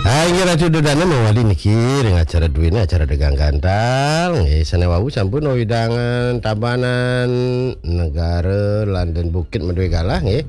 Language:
Balinese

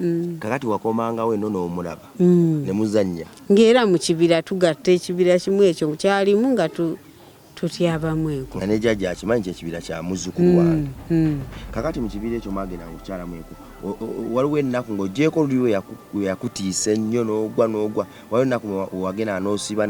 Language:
Ganda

